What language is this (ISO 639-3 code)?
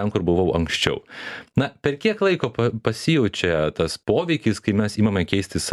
lit